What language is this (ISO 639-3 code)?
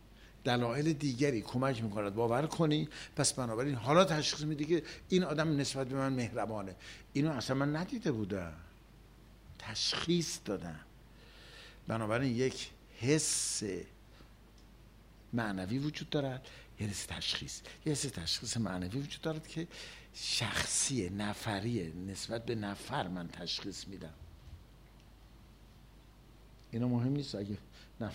fas